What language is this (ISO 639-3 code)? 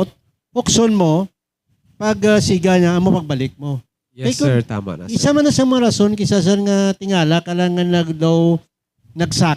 hil